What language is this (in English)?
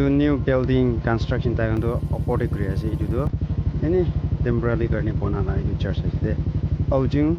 Naga Pidgin